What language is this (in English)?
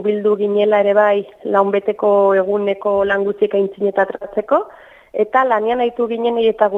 Basque